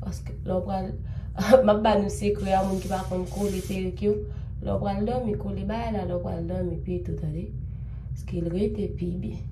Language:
Haitian Creole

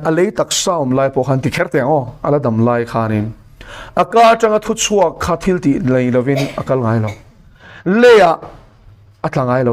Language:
Mizo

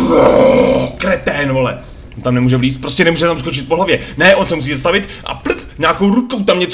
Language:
Czech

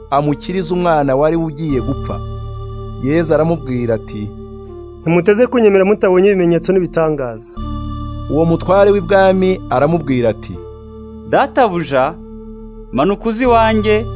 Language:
Kinyarwanda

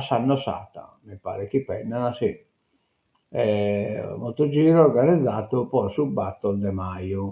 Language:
Sardinian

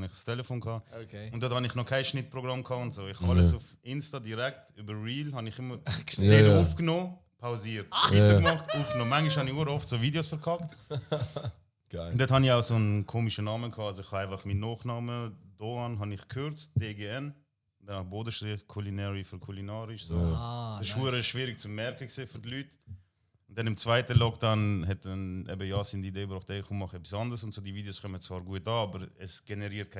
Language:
Swiss German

